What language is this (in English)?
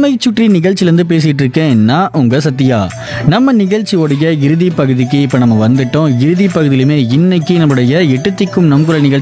Tamil